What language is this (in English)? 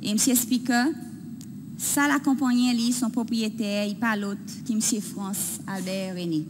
Seselwa Creole French